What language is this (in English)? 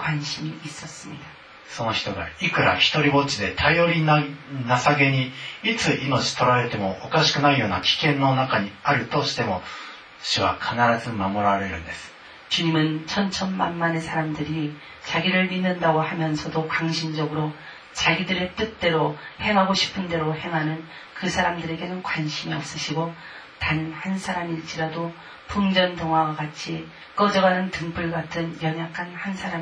Korean